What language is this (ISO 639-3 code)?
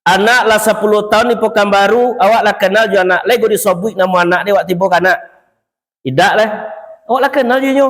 min